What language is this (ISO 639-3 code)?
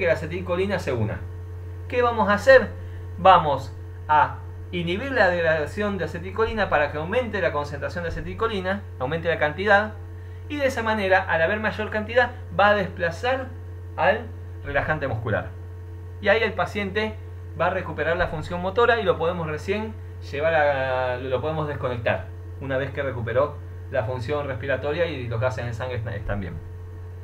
spa